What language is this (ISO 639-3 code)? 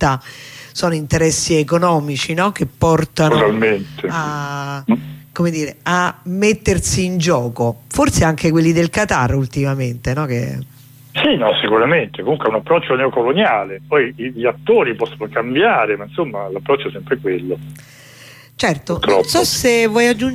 ita